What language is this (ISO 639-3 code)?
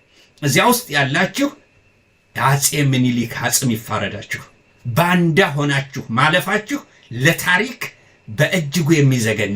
amh